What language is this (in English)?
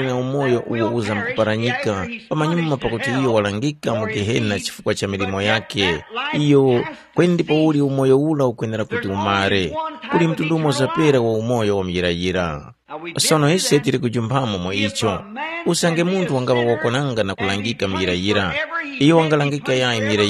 Tumbuka